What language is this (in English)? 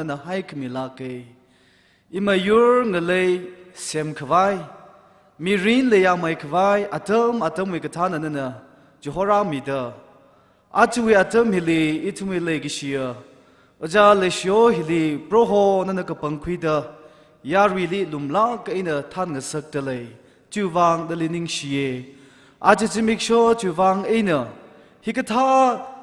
Tangkhul Naga (India)